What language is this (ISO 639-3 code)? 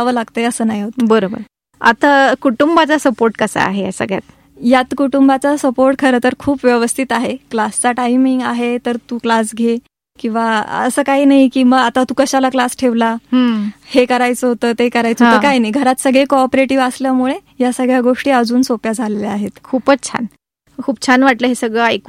mar